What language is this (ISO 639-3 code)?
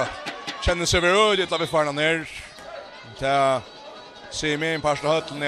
fao